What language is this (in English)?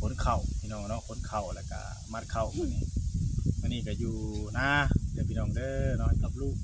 Northeastern Thai